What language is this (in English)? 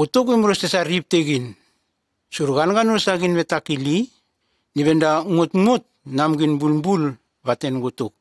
Nume